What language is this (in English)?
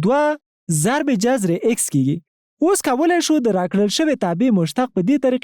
Pashto